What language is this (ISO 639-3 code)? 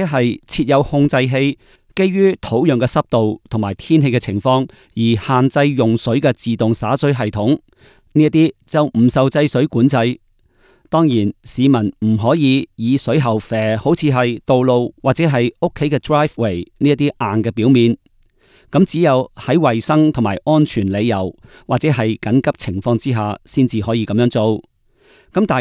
yue